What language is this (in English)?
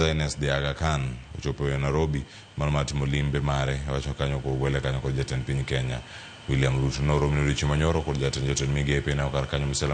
Luo (Kenya and Tanzania)